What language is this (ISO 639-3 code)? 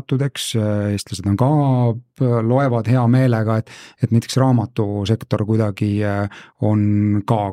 est